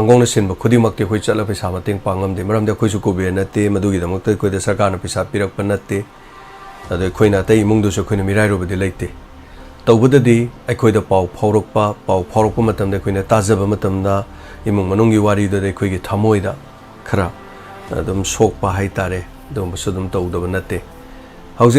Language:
Manipuri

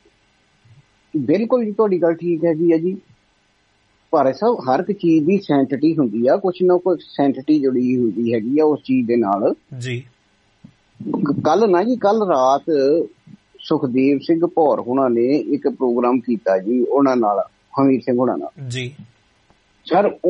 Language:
Punjabi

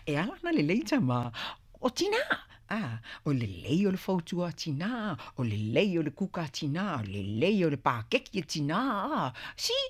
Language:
Samoan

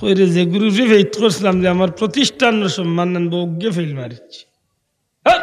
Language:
Sylheti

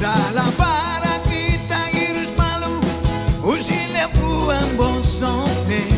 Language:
Tetum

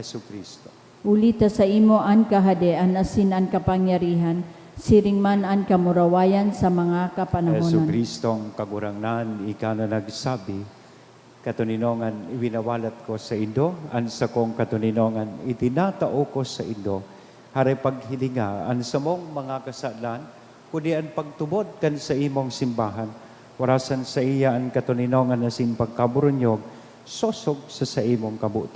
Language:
Bikol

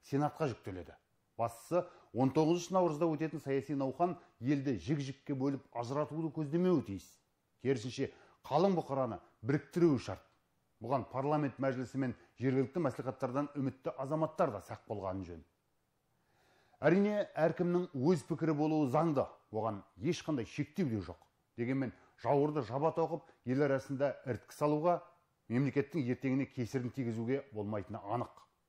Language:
Kazakh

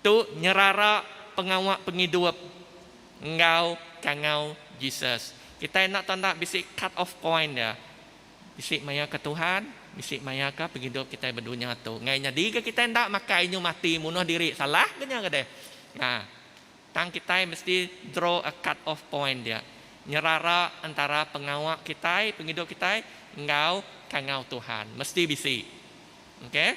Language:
Iban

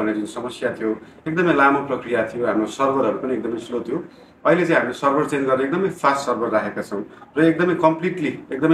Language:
Nepali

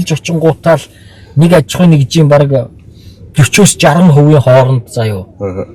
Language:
Mongolian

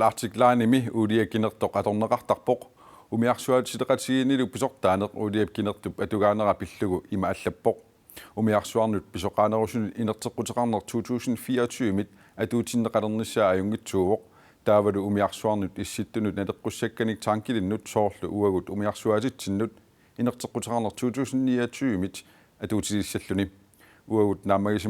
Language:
Kalaallisut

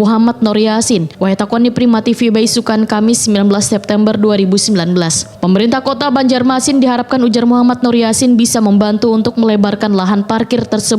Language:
Banjar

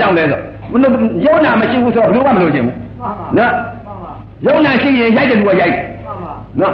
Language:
Burmese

